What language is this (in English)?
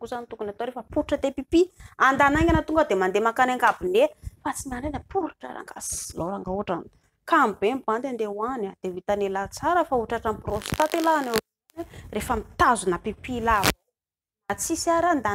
Malagasy